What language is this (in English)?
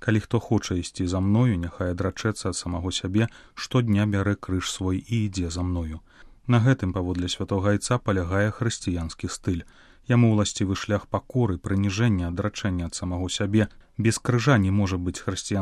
Belarusian